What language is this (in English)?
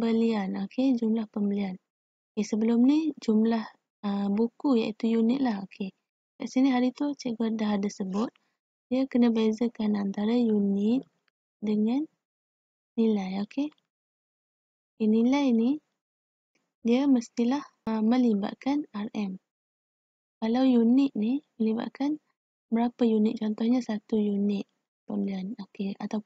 Malay